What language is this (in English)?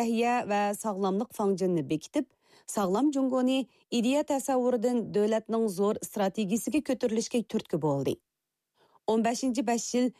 Uyghur